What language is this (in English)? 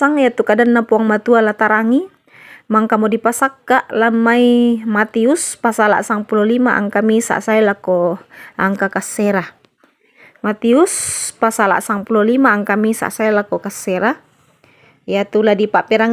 Toraja-Sa'dan